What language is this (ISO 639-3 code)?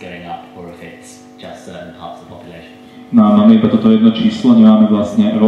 slk